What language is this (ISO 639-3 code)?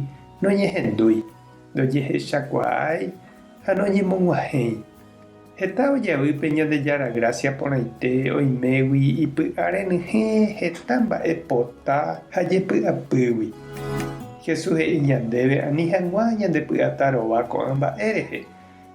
grn